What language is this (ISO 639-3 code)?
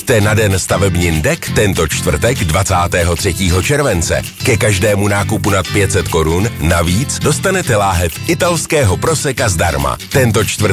ces